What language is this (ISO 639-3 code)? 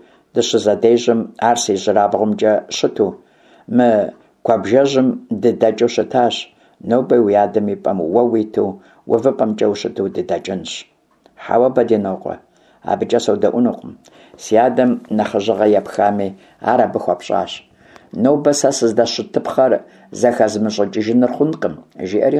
kbd